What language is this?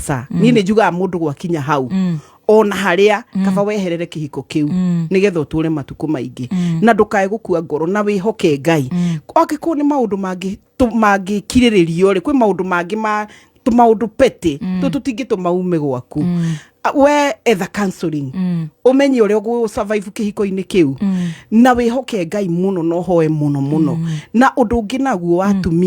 Kikuyu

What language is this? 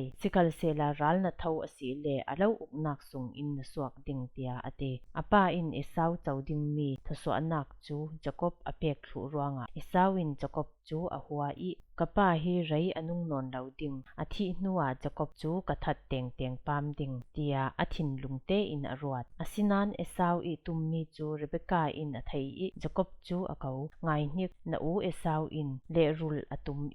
Falam Chin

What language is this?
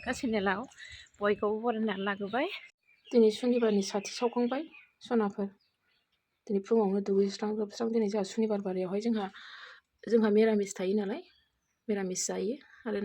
Bodo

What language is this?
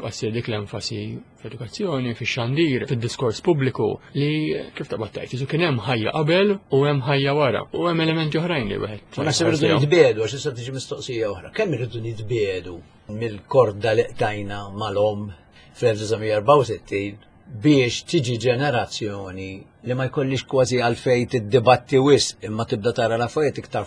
Maltese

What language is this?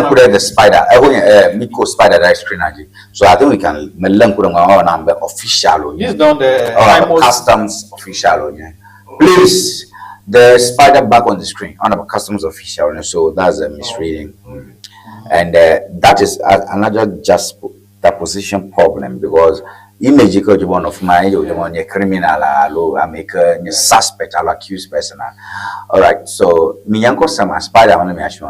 Ewe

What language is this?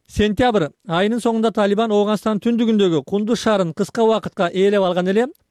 Kyrgyz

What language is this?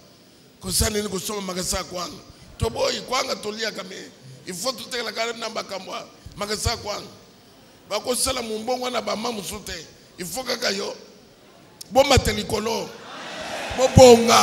Lingala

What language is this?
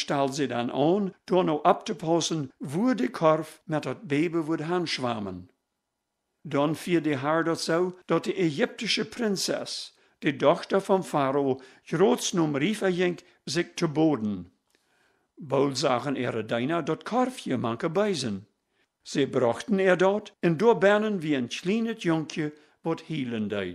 Plautdietsch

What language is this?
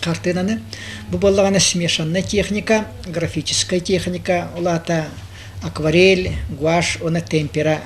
Yakut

